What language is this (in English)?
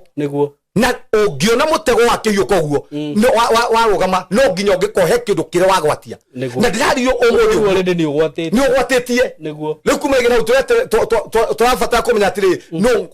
Kikuyu